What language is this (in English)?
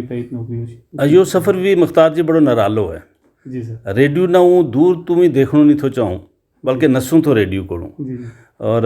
Gujari